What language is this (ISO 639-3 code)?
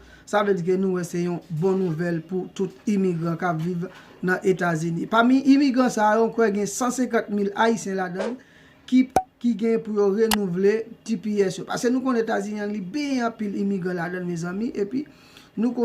hat